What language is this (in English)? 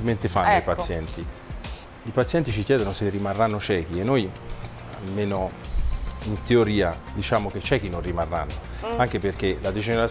Italian